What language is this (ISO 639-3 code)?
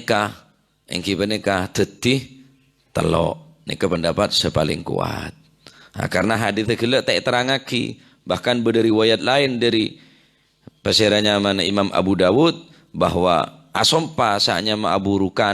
mad